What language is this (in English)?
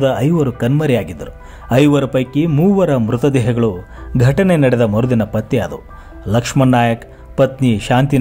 Kannada